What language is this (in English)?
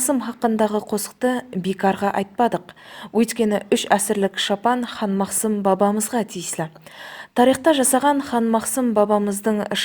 Kara-Kalpak